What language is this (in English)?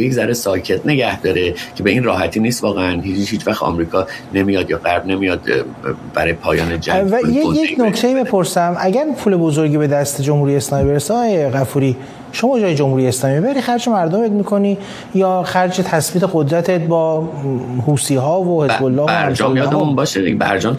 Persian